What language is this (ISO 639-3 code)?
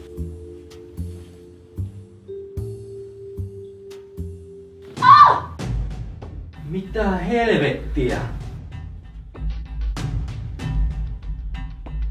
fin